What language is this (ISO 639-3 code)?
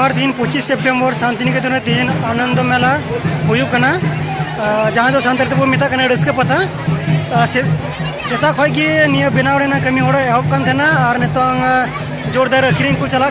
sat